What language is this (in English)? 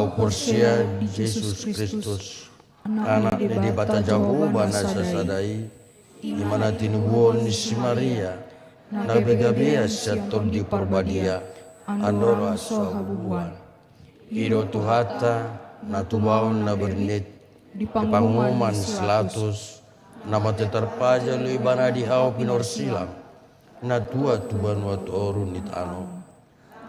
Batak Toba